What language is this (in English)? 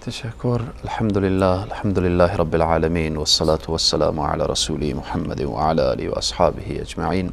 Persian